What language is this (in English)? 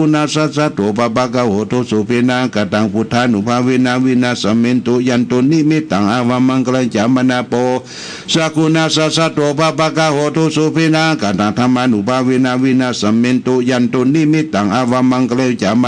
Pali